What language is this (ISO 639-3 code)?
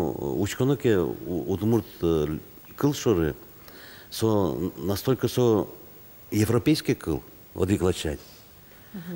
udm